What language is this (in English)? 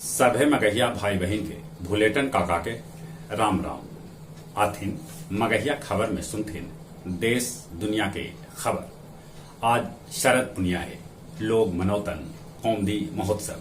Magahi